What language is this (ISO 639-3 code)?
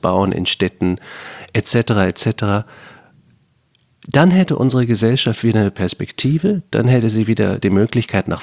deu